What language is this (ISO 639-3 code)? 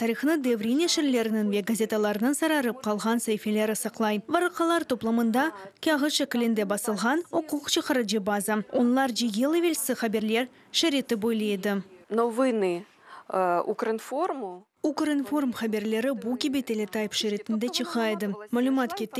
crh